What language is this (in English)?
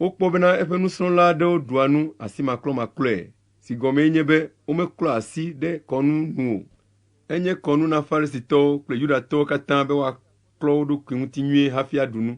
Ewe